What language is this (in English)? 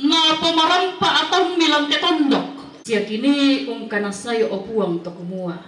Toraja-Sa'dan